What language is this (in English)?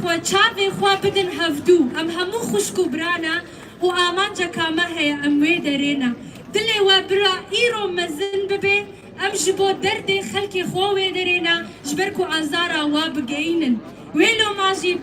Kurdish